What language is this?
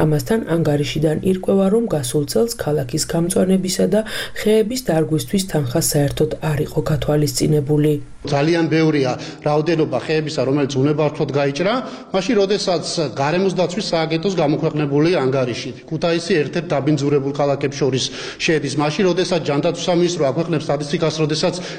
Georgian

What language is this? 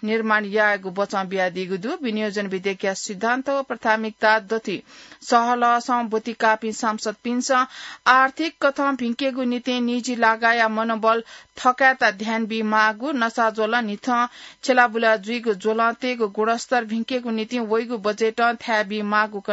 Newari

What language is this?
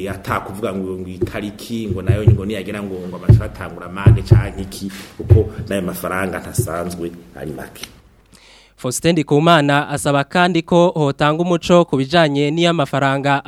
Rundi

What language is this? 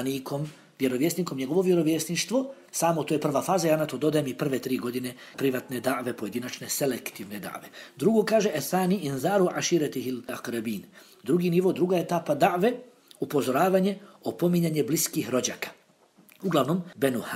Bosnian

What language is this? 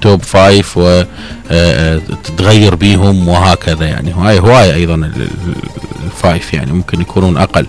Mesopotamian Arabic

